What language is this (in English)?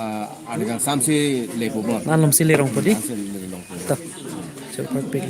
Karbi